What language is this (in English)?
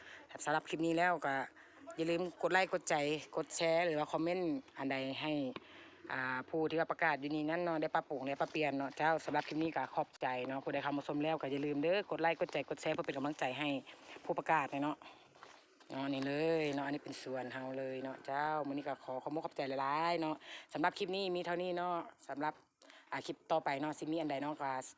Lao